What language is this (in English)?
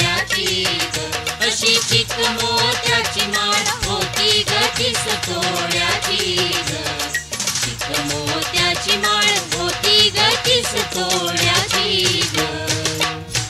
Marathi